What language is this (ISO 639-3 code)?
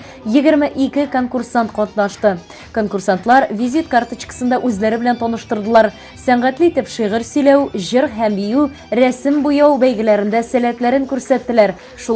tat